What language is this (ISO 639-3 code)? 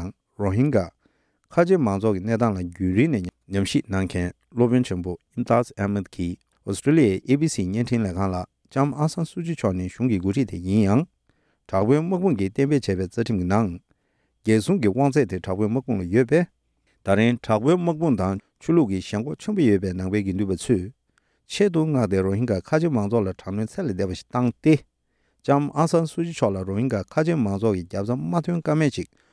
bod